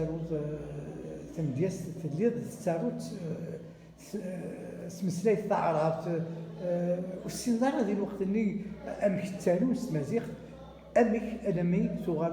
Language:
Kabyle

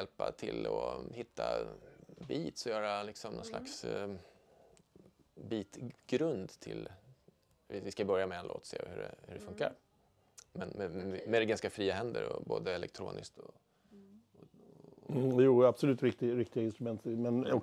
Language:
Swedish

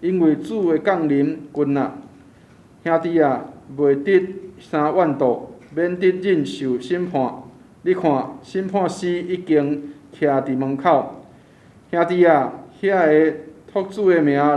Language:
Min Nan Chinese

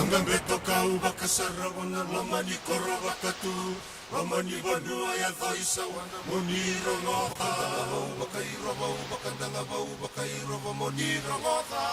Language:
Fijian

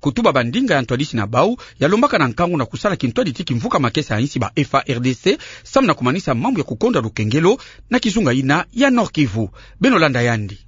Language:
Kituba (Democratic Republic of Congo)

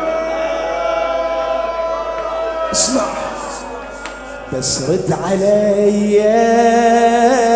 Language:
Mesopotamian Arabic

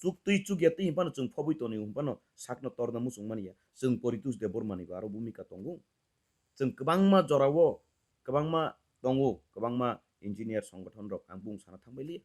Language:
Kok Borok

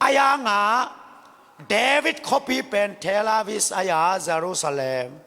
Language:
Tedim Chin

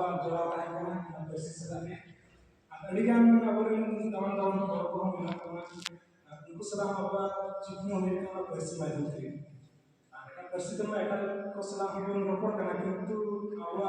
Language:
Santali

